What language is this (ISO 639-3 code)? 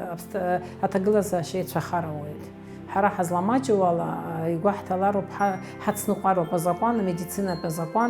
abk